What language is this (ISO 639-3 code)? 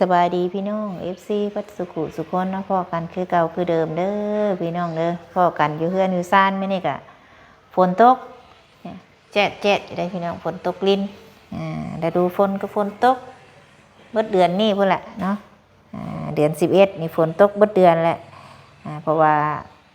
lao